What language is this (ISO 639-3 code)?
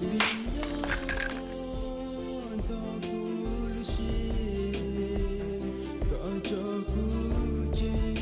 hmn